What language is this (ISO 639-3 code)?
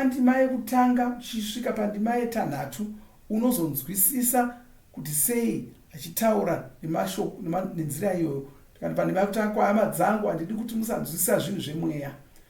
sna